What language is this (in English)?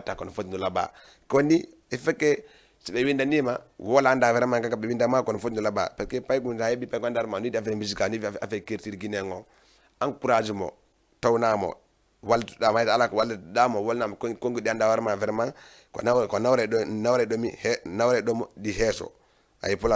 Fula